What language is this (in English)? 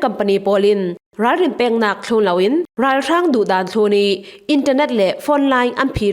Falam Chin